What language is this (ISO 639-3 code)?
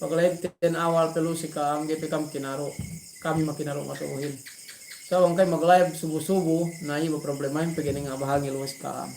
yka